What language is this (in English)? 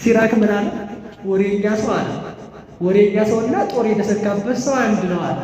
Amharic